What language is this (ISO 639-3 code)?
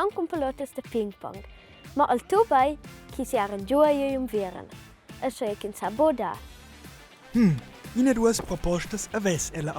roh